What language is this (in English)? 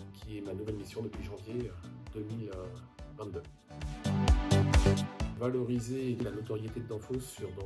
French